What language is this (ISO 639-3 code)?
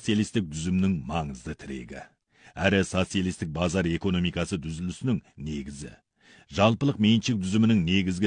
kaz